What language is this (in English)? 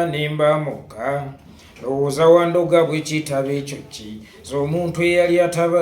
Ganda